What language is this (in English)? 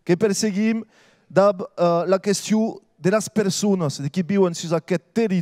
Occitan